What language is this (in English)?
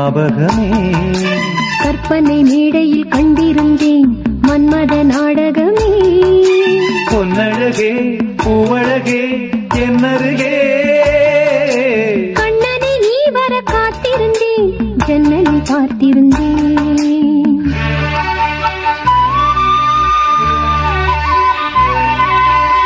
Tamil